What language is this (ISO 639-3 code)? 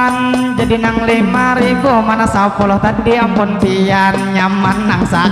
bjn